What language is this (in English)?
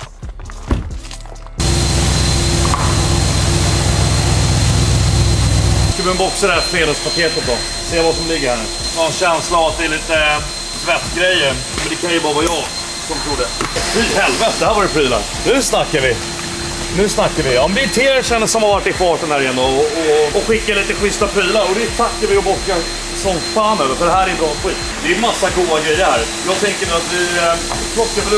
Swedish